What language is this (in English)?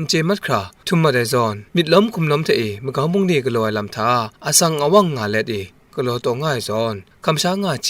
Kachin